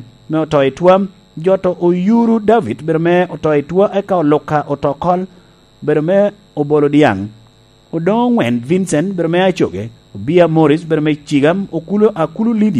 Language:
Lango (Uganda)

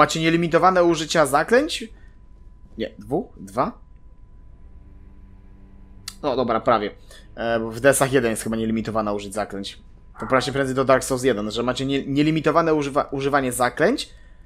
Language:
Polish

